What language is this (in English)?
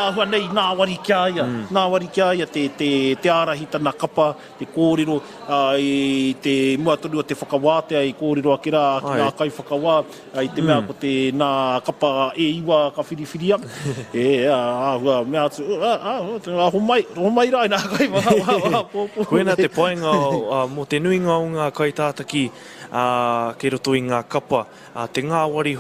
Māori